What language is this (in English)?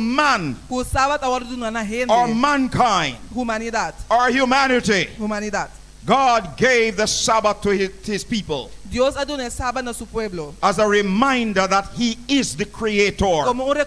Papiamento